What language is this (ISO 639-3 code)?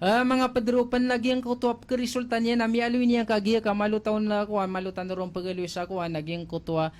mrw